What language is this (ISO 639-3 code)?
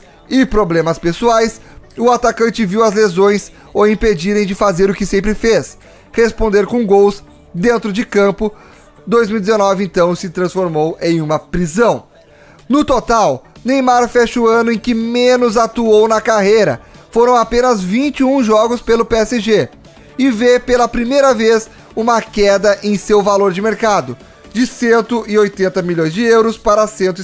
por